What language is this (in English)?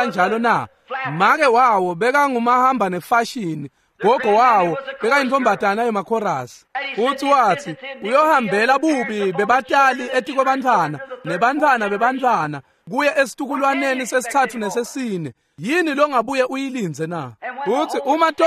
Swati